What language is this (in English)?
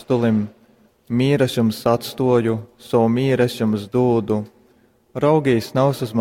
Latgalian